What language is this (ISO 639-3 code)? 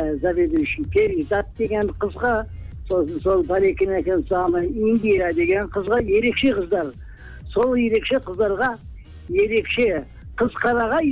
kaz